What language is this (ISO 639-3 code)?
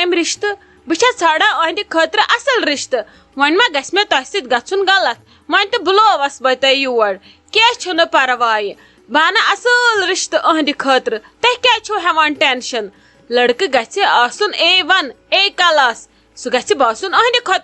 kas